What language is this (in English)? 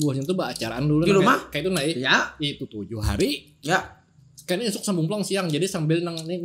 Banjar